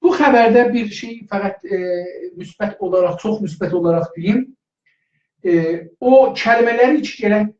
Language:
South Azerbaijani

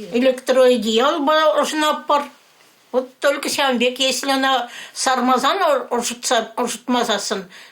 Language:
Chuvash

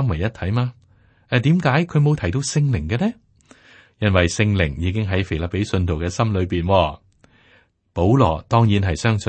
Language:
Cantonese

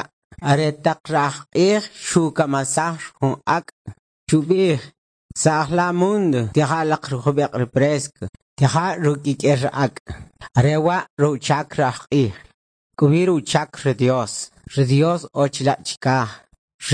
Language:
Kʼicheʼ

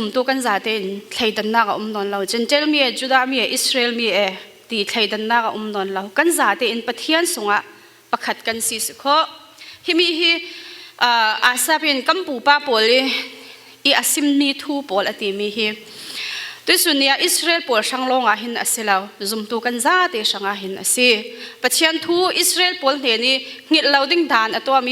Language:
Falam Chin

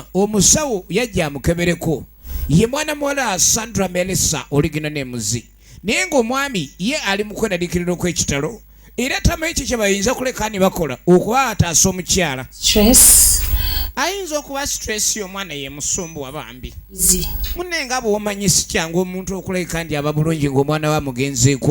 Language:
Ganda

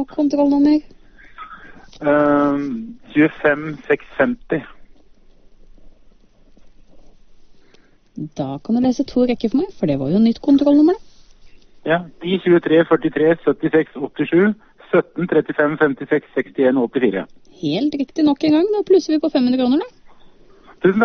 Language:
Norwegian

